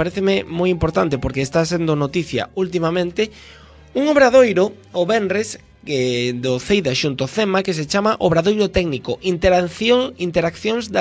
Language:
Galician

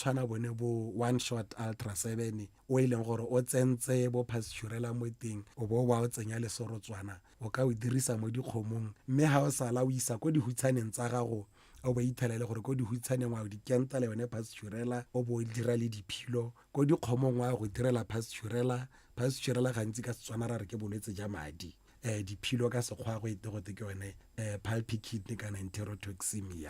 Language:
Tswana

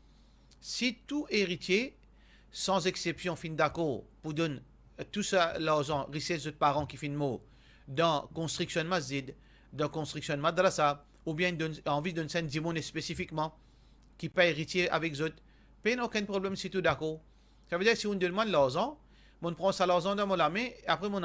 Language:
Morisyen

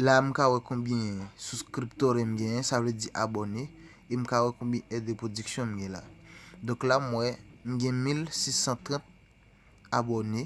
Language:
Haitian Creole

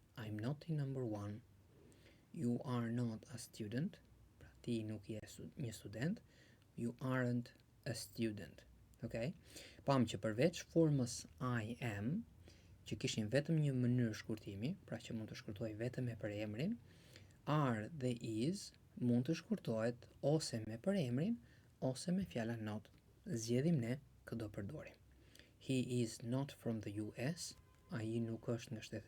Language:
Albanian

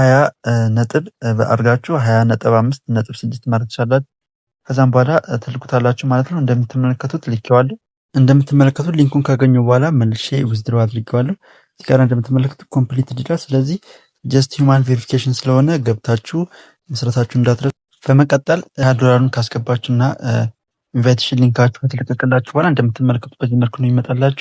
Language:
Amharic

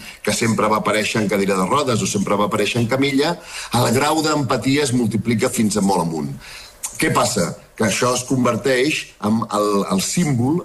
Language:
Catalan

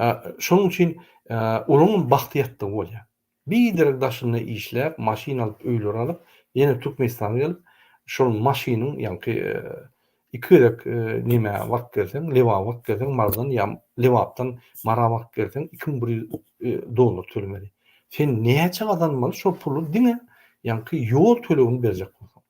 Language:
Turkmen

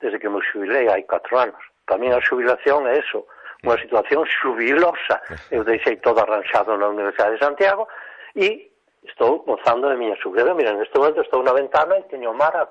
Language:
Galician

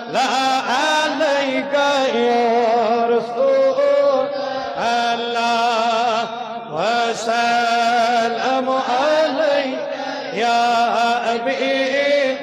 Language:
Kashmiri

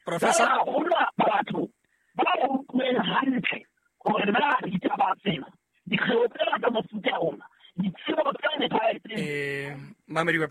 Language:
Southern Sotho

